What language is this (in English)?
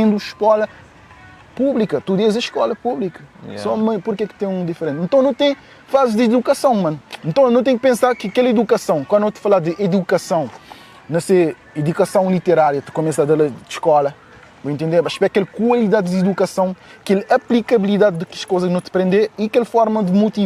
Kabuverdianu